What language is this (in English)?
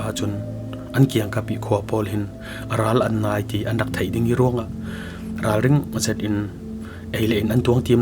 Falam Chin